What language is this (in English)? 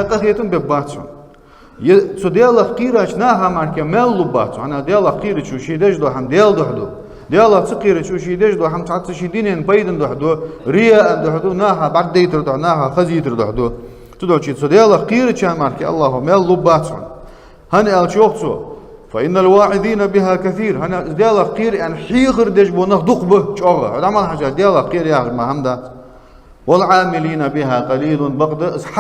Ingush